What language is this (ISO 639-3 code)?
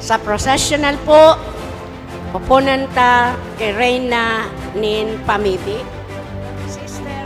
bik